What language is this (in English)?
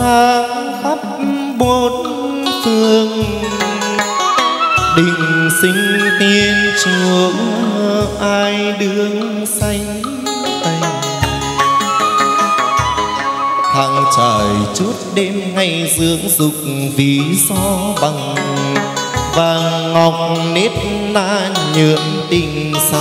Vietnamese